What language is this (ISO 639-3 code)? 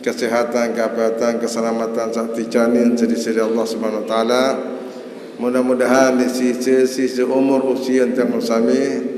sas